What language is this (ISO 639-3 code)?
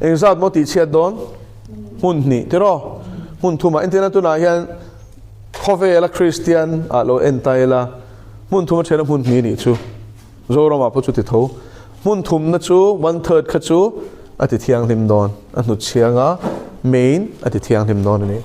lus